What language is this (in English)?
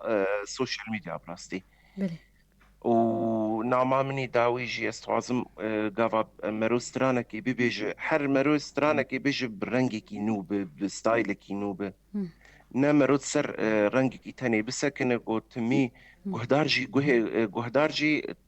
Kurdish